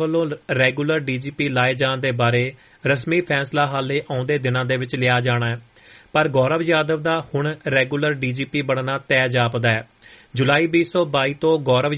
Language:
Punjabi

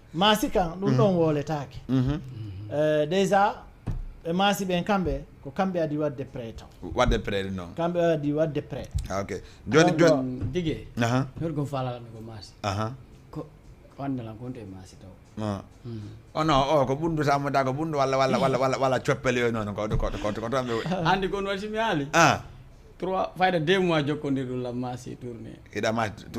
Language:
Fula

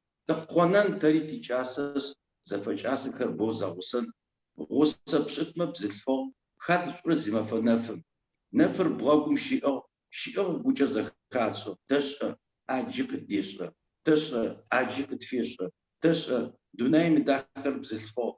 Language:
Adyghe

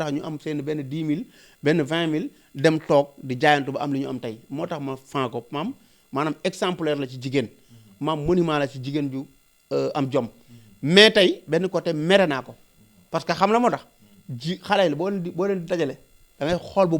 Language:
Wolof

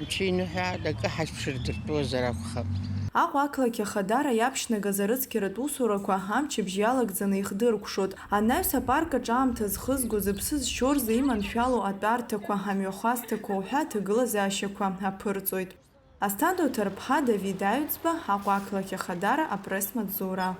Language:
Abkhazian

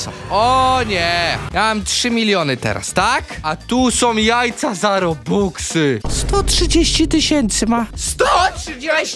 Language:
Polish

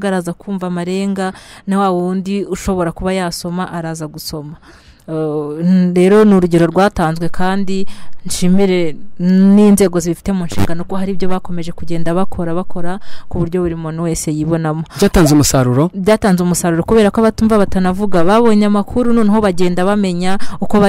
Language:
Kinyarwanda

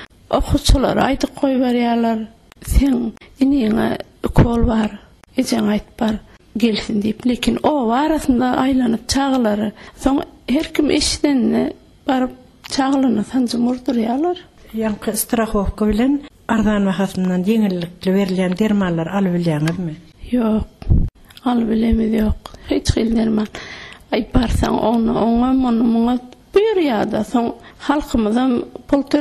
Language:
Turkmen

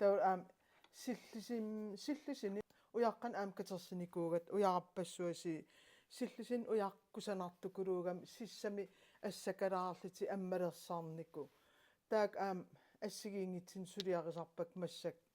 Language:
Kalaallisut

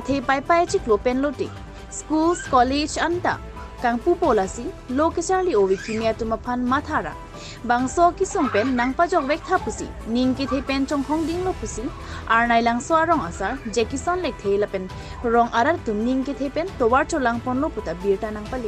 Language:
Karbi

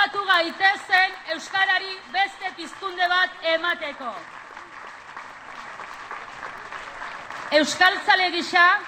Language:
Basque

